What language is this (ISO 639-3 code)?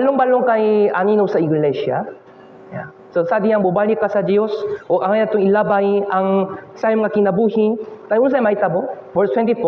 ceb